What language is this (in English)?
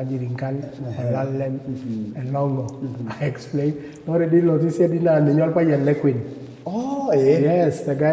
Masai